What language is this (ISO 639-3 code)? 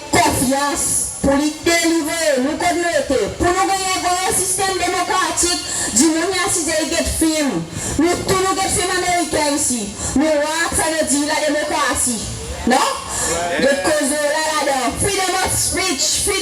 crs